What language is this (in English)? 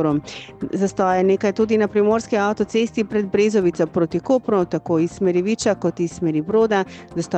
Slovenian